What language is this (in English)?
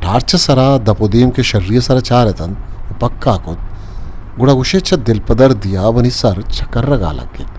Eastern Balochi